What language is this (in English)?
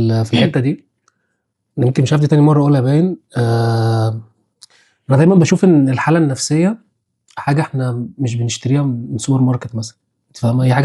Egyptian Arabic